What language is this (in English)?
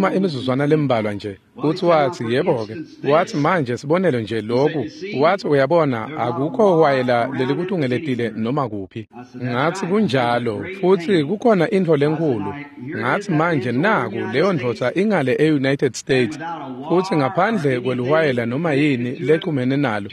Swati